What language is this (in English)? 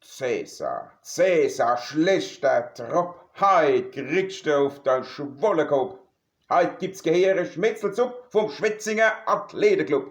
Palatine German